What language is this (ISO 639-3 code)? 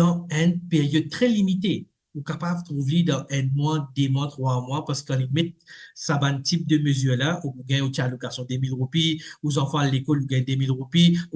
mfe